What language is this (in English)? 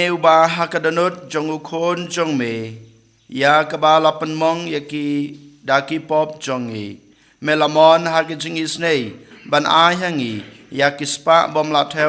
Khasi